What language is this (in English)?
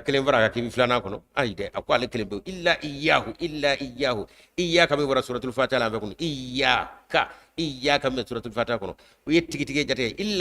Bambara